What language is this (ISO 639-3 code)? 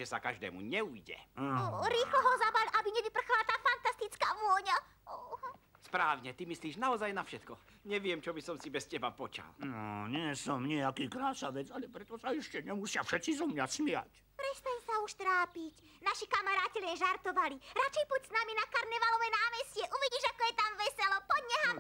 slk